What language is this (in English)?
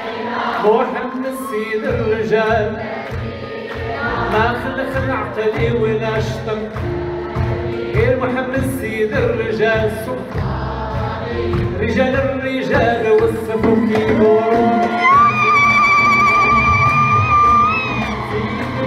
Arabic